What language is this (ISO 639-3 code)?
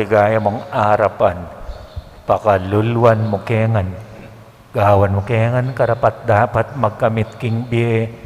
pam